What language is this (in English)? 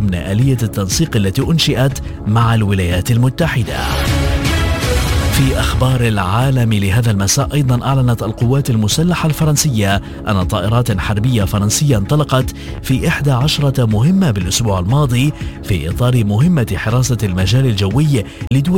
Arabic